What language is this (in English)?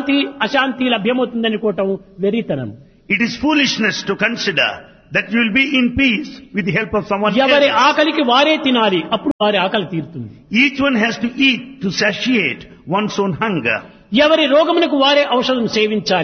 Telugu